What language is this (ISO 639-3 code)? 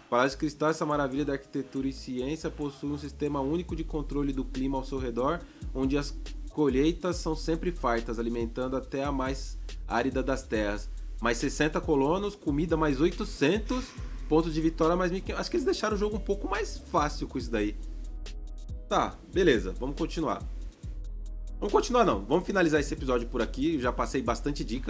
por